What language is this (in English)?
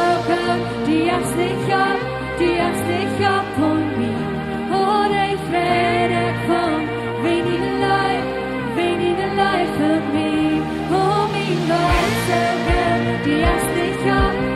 Plautdietsch